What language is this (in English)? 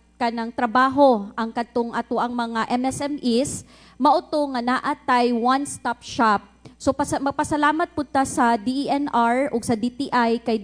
Cebuano